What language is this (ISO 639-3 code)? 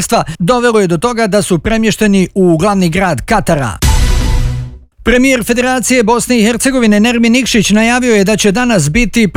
bos